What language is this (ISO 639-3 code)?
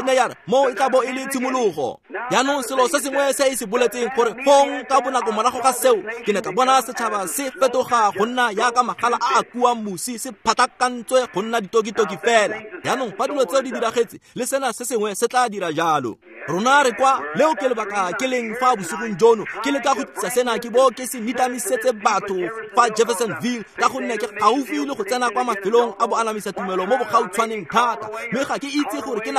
tsn